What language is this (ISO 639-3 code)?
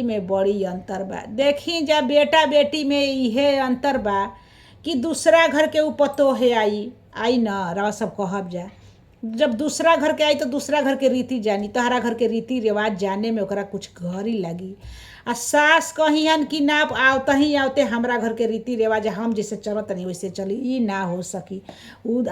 bho